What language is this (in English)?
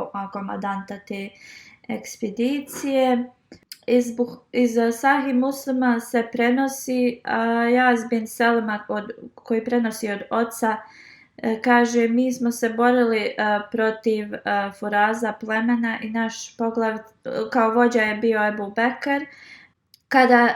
Bosnian